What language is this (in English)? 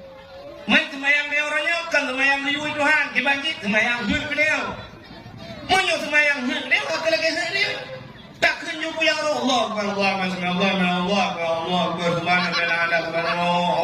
Achinese